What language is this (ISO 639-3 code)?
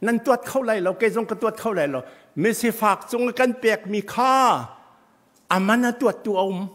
cnh